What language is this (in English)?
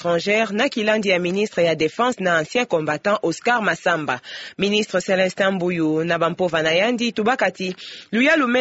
Kituba (Democratic Republic of Congo)